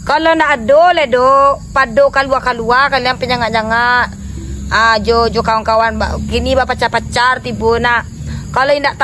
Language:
Minangkabau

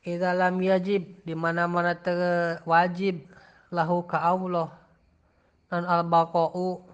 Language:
Sundanese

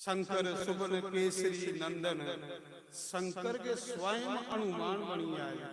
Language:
Dogri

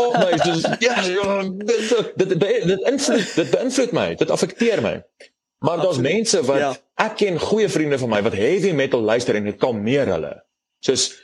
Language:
Afrikaans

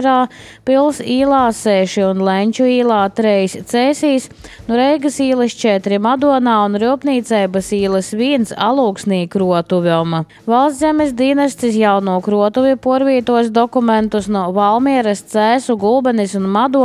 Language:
Latvian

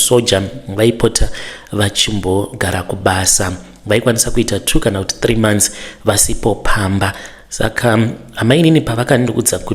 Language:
Shona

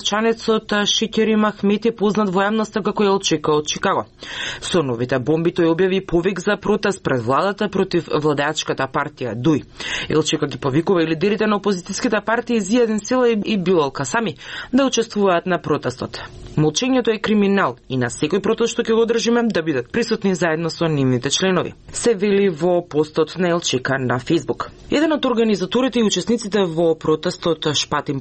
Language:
Macedonian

